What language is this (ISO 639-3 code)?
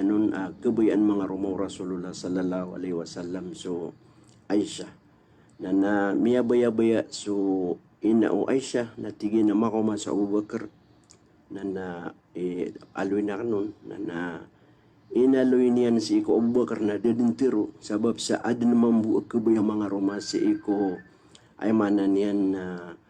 mrw